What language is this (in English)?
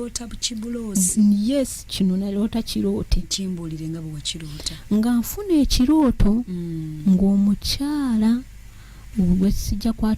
Ganda